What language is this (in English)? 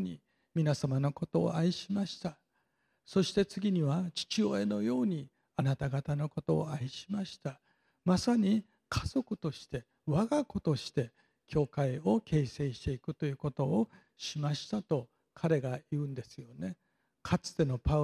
Japanese